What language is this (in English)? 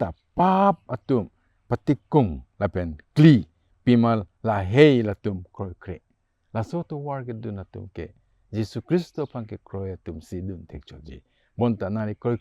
Karbi